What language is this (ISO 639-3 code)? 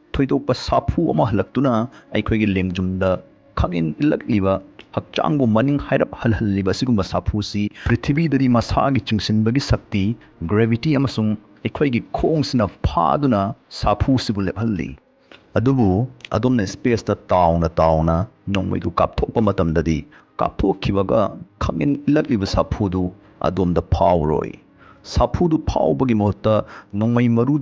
mni